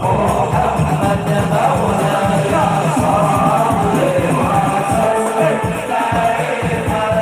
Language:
Banjar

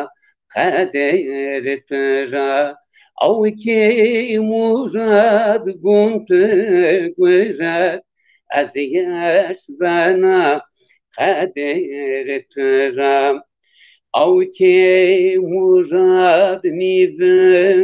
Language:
Zaza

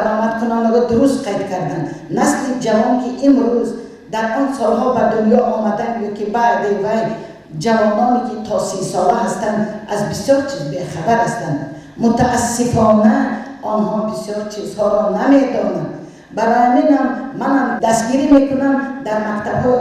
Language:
Tajik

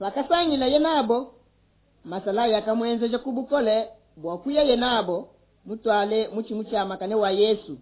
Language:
Luba-Lulua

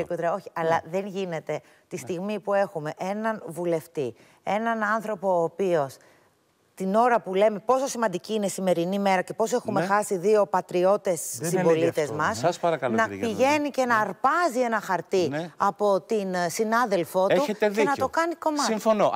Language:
Greek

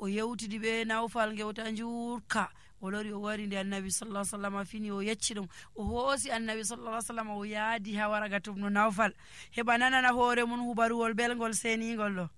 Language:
Nigerian Fulfulde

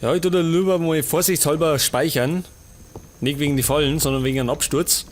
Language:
Bavarian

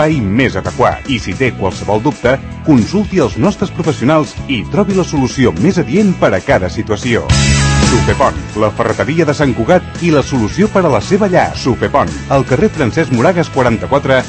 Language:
Catalan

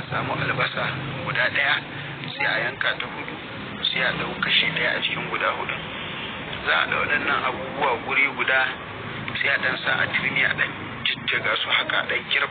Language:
Hausa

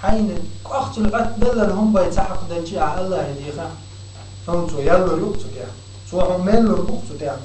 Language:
Chechen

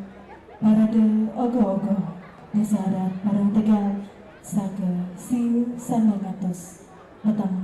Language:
Balinese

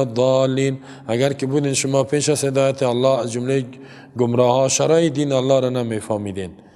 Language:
Persian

